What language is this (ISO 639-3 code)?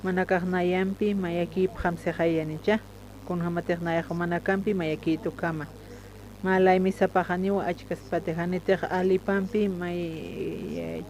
aym